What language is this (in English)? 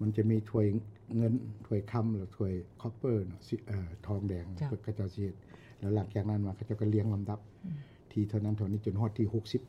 Lao